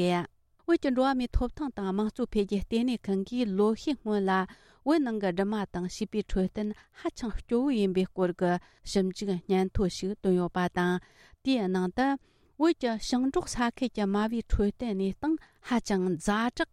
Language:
Tibetan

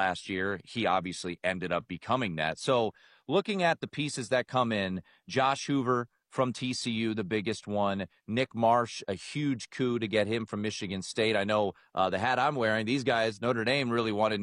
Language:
English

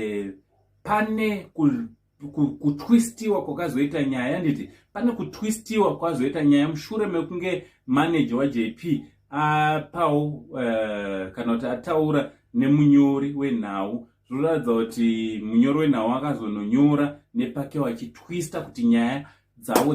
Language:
Shona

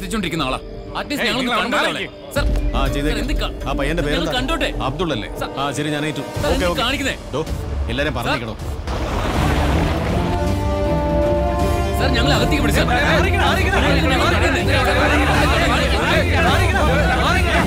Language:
Malayalam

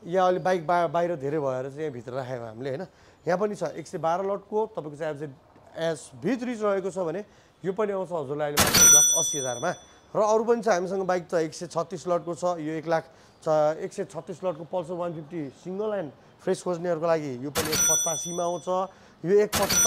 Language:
Nepali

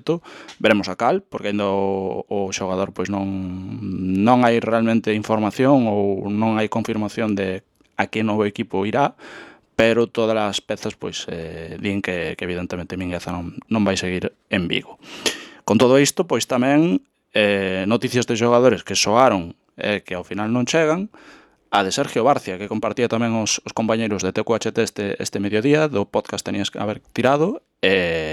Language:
Galician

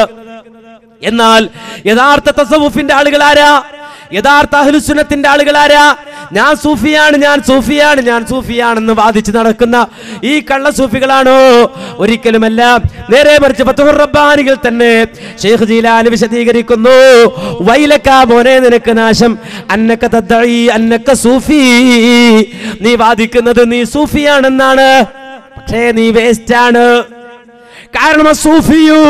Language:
Malayalam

